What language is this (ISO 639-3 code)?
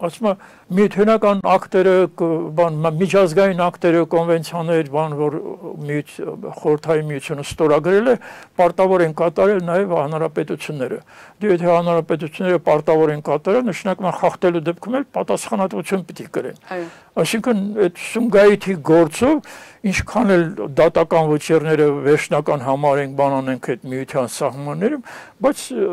hye